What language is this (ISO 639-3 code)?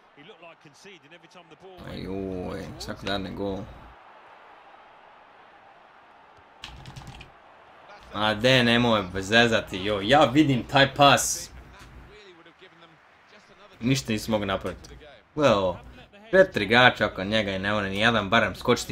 bos